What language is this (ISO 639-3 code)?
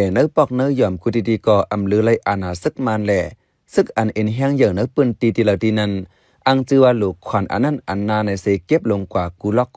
shn